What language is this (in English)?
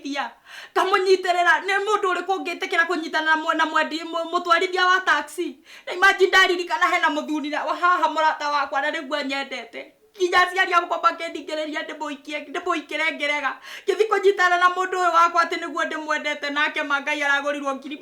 Kikuyu